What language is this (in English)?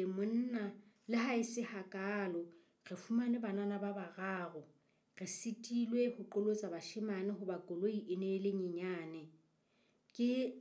Southern Sotho